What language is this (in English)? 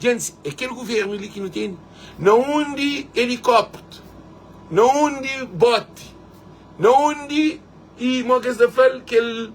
Kabuverdianu